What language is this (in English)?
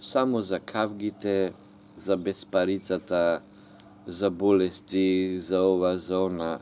Macedonian